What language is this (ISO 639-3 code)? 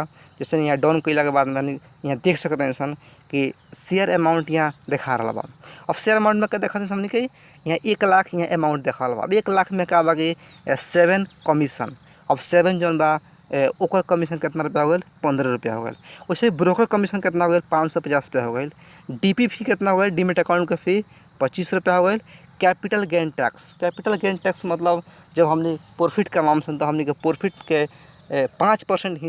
bho